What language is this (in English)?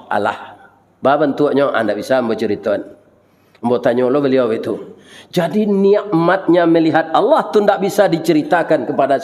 Minangkabau